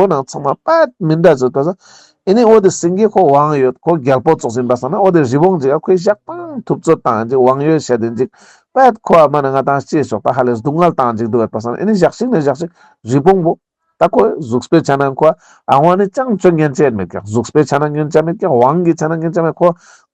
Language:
Ladakhi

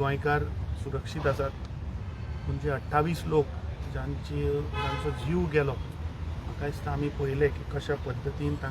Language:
Konkani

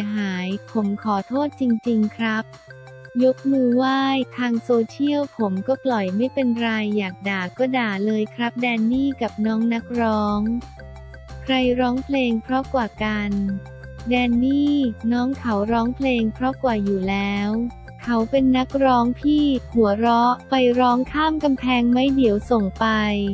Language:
Thai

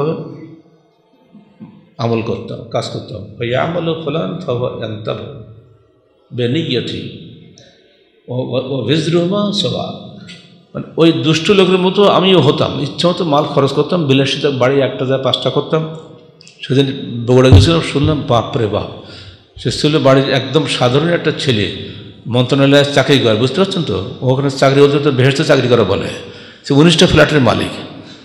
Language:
Bangla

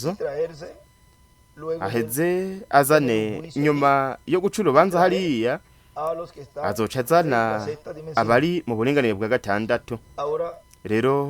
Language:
Rundi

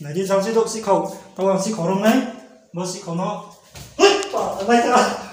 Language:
Riang (India)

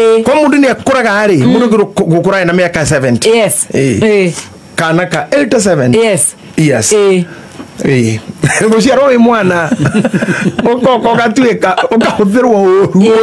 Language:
Kikuyu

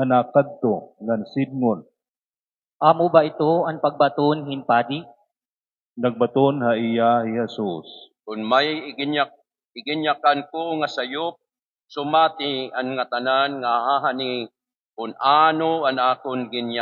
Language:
Waray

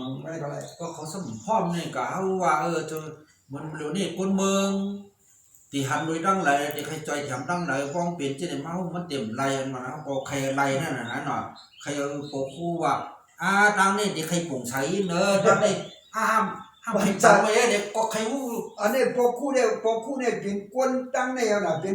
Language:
Shan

